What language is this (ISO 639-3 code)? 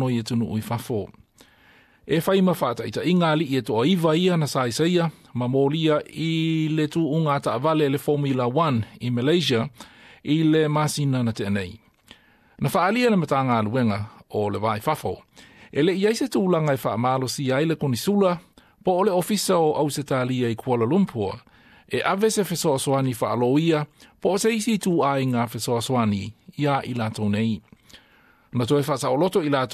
smo